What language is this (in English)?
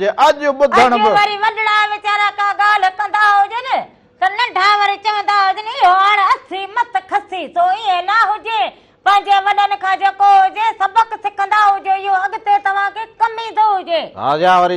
Sindhi